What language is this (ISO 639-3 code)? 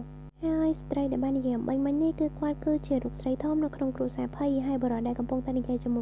khm